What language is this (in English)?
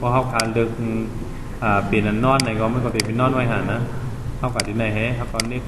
Shan